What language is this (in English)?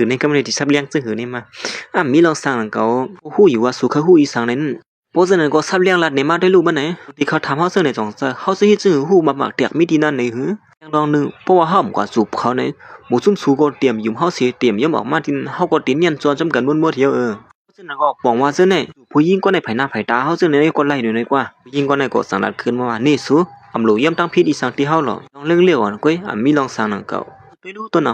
Shan